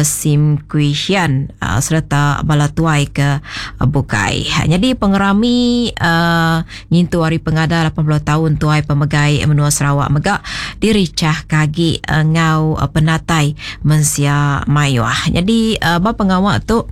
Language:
Iban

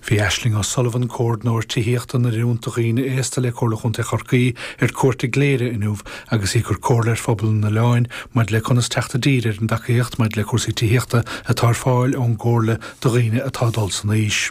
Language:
Irish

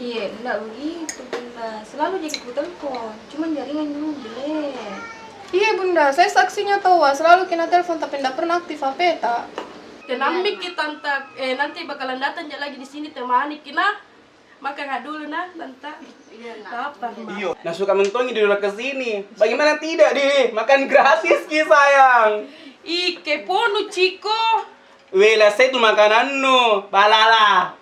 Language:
Makassar Malay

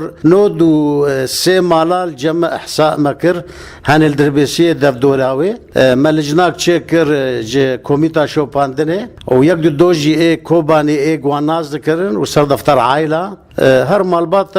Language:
Kurdish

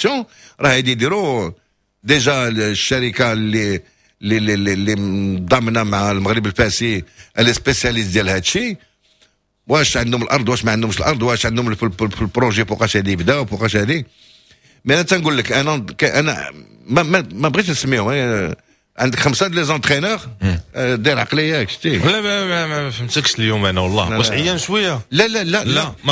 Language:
Moroccan Arabic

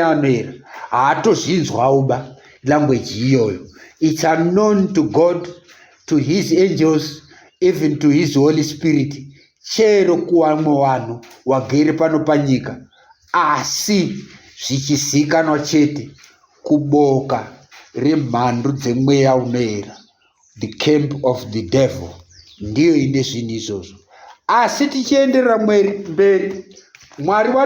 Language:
Shona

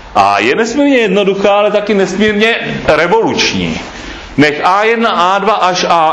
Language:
Czech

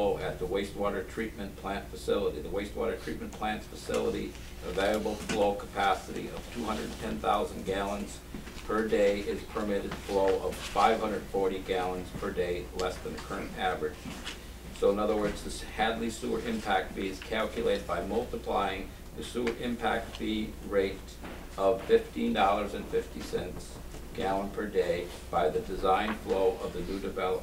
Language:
English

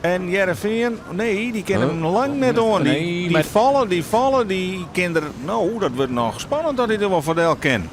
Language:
Western Frisian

